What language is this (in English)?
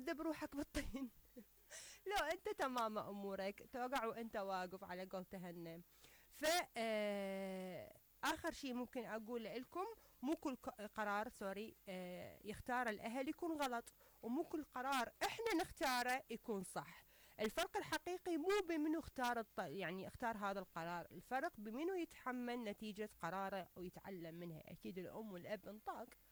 Mesopotamian Arabic